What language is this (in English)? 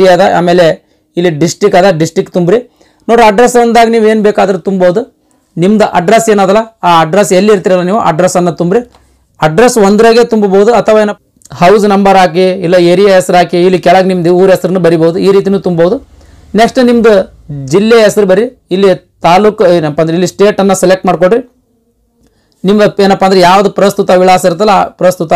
Kannada